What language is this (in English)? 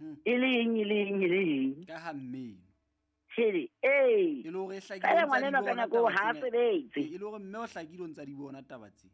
Southern Sotho